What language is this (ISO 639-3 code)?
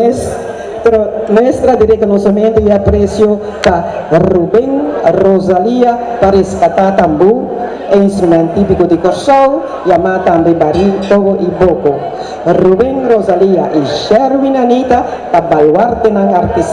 pap